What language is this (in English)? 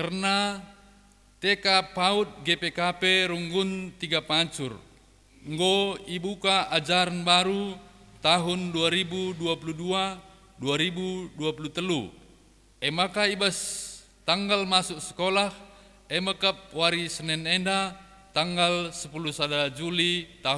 Batak Karo